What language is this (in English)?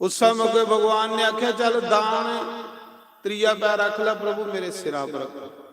Dogri